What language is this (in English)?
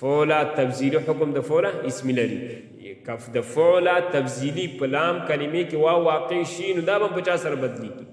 Pashto